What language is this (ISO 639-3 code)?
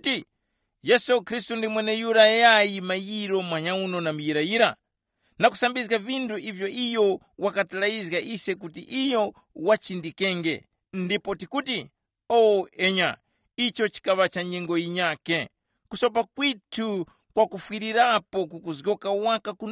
tum